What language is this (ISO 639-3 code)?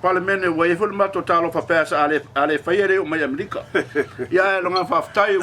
smo